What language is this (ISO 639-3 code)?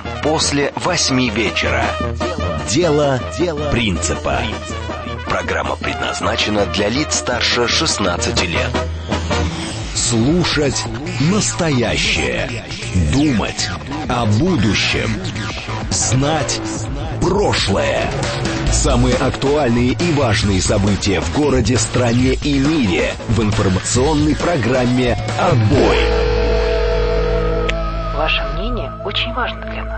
rus